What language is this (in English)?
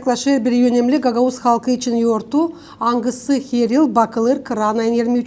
Gagauz